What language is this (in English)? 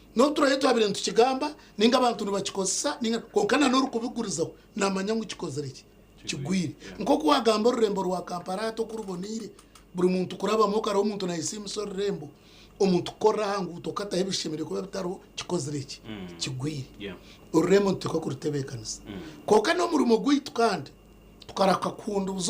Nyankole